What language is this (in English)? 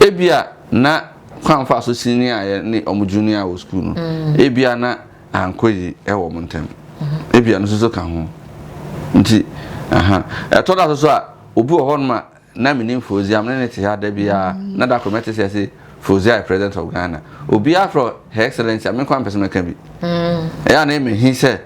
Akan